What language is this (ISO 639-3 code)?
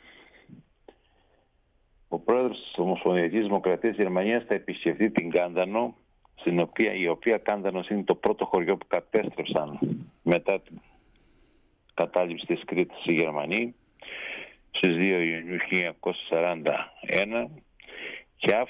ell